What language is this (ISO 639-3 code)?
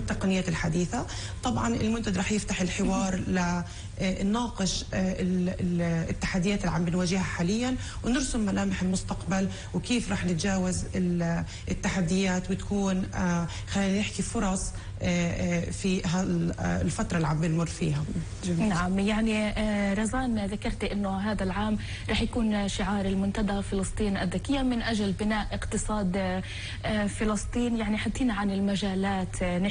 apc